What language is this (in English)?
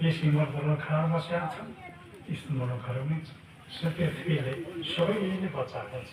Nepali